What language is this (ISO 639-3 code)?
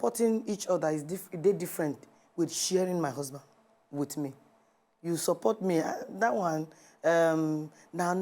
pcm